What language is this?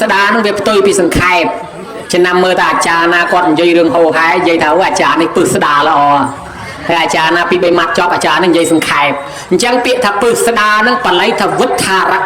Khmer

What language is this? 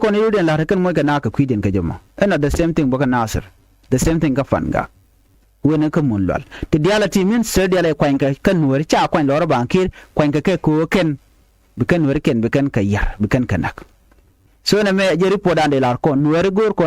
Nuer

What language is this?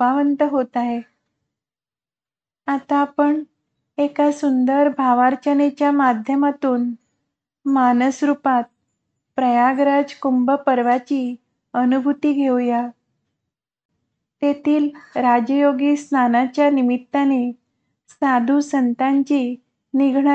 Marathi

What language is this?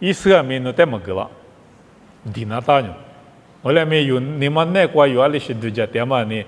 Lisu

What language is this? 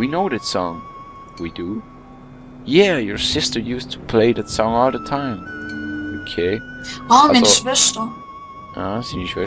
Swiss German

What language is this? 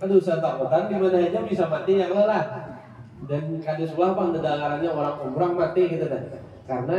Banjar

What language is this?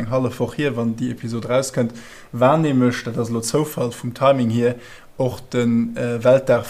Luxembourgish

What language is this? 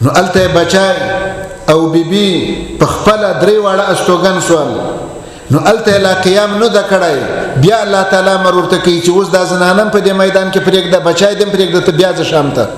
Pashto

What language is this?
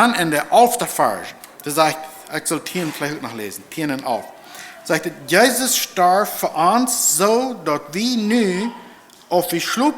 Plautdietsch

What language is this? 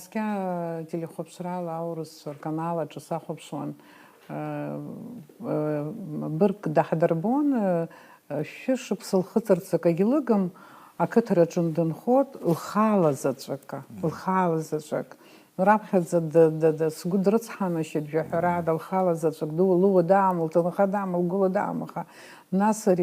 Abkhazian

